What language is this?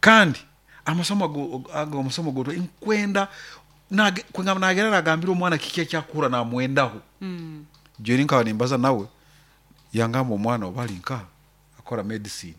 Nyoro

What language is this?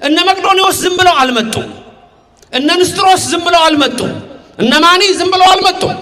Amharic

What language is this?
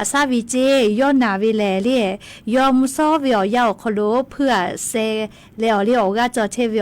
Lahu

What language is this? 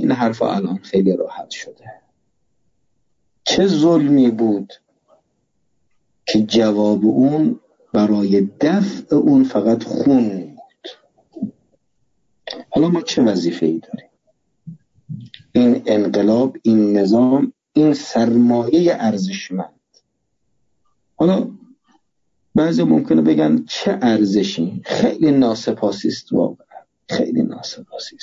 Persian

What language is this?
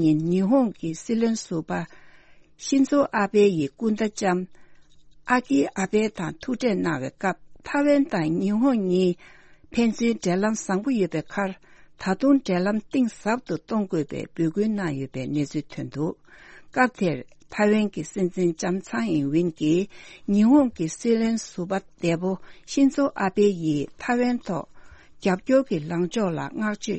Tibetan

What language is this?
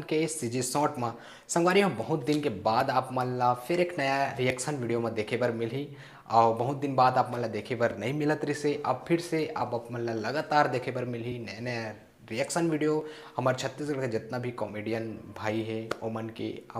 Chhattisgarhi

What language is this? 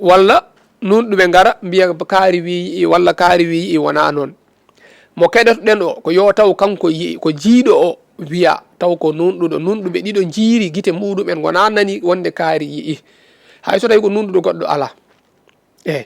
Fula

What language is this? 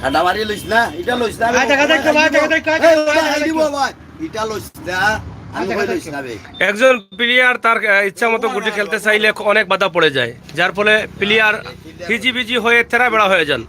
Sylheti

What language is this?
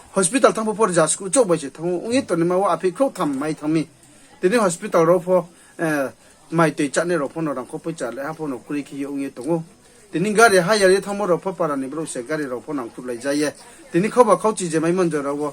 Riang (India)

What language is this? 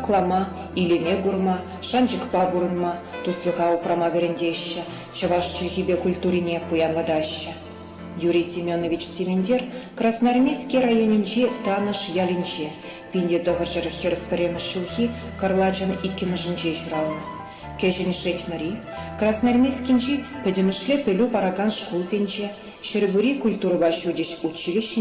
Chuvash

